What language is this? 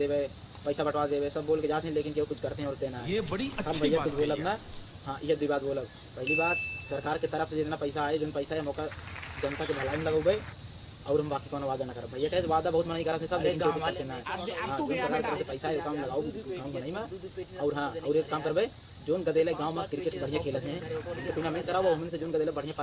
Awadhi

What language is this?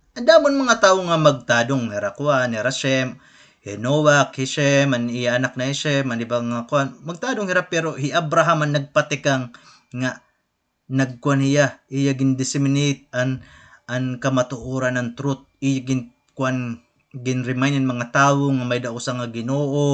Waray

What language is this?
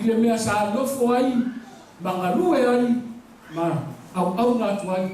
Samoan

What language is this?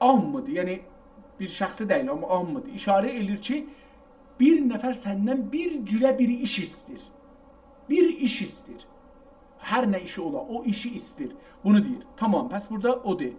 South Azerbaijani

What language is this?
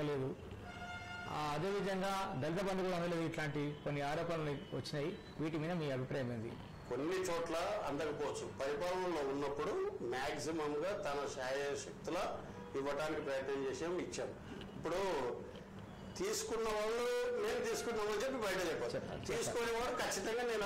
Telugu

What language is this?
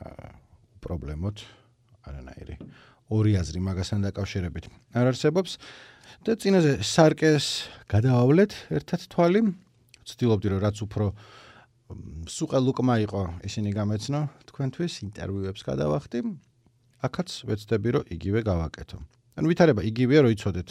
Georgian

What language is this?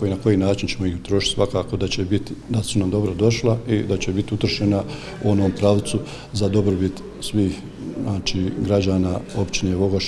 Bosnian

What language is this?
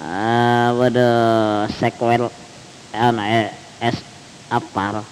Madurese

